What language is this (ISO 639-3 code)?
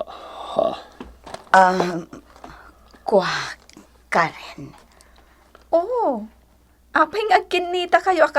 ilo